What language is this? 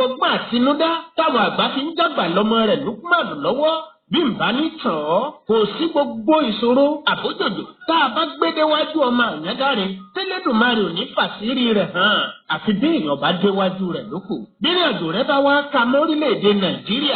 Yoruba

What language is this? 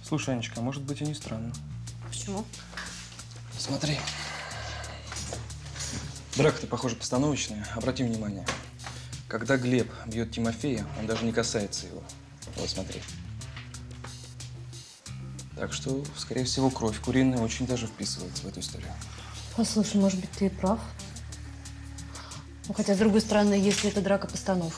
Russian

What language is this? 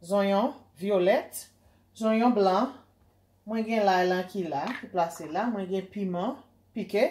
Haitian Creole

